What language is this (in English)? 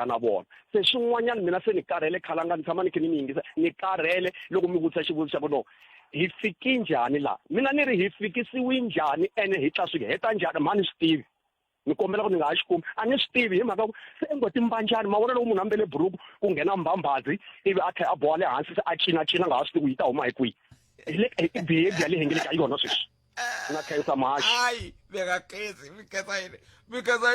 Tsonga